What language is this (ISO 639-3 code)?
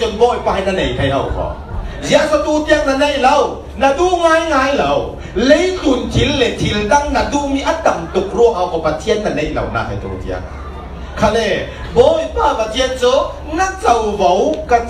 cfm